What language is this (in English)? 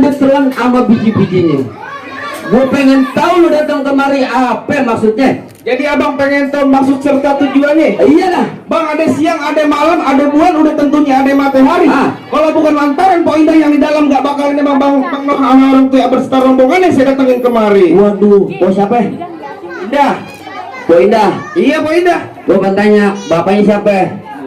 Betawi